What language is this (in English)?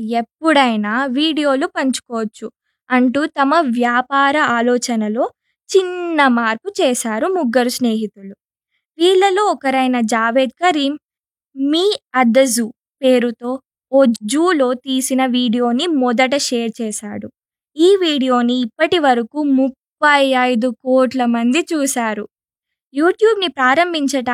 Telugu